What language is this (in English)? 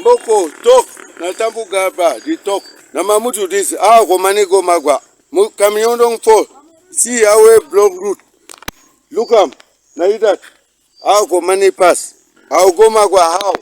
Cameroon Pidgin